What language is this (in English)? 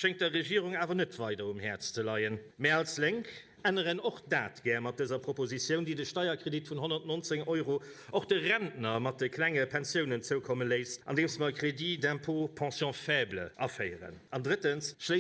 Luxembourgish